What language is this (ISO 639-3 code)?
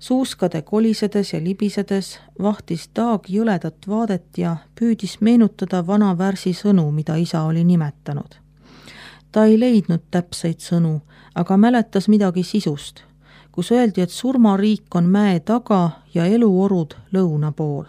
est